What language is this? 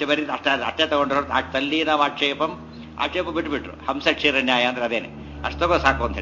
Kannada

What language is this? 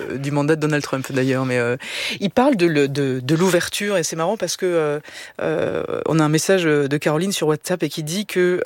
French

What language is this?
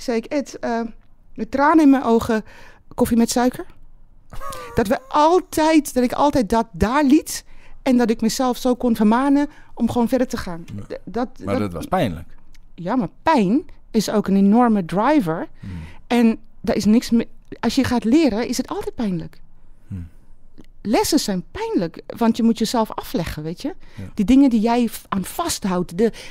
Dutch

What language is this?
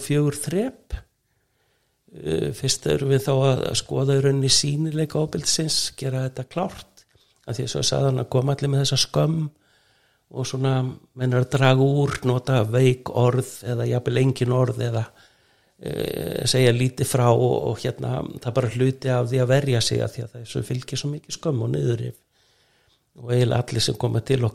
Icelandic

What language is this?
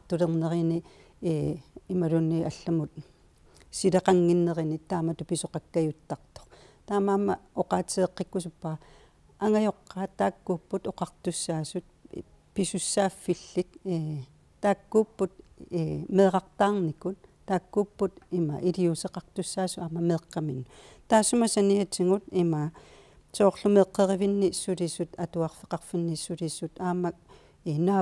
Kalaallisut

